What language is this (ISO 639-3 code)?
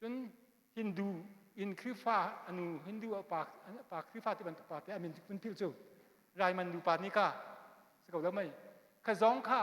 cnh